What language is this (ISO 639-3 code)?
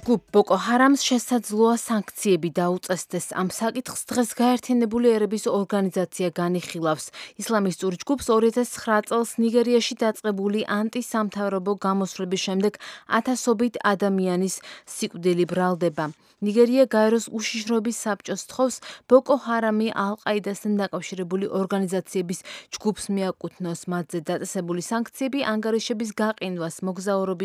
kat